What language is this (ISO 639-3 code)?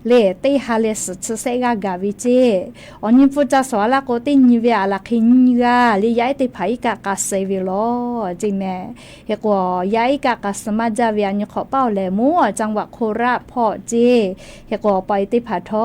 lhu